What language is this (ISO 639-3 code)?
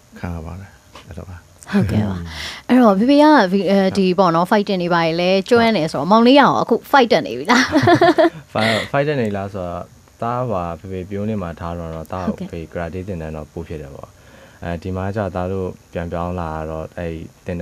mya